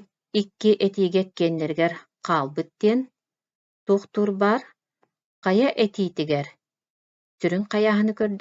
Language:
Yakut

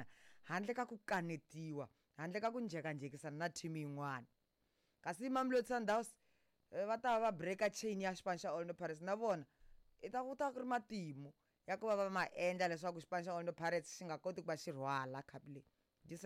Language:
Tsonga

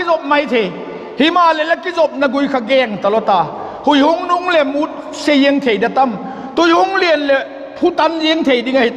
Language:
Vaiphei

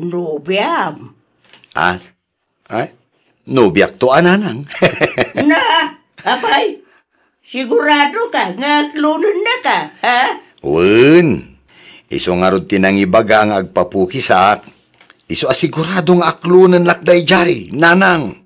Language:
Iloko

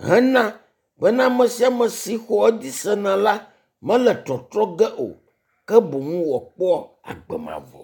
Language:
Ewe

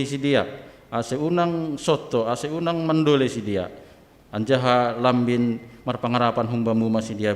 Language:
Batak Simalungun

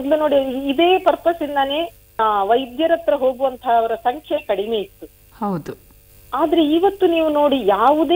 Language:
Kannada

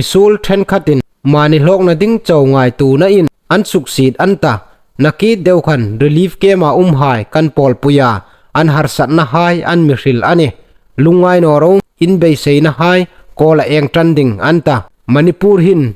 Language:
Hmar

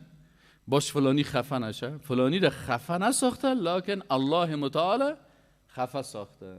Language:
Persian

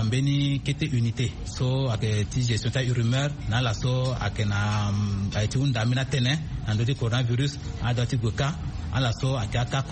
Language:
Sango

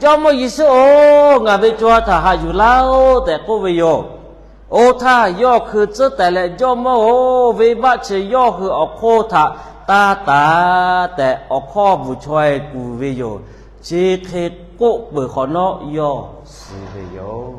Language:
Lahu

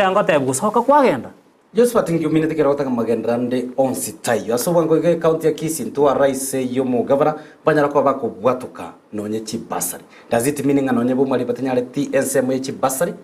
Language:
Gusii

